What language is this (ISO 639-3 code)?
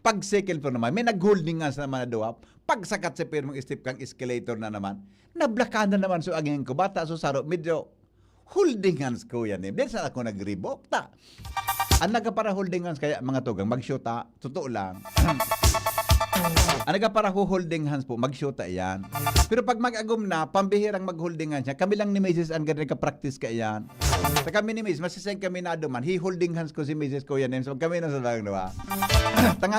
bik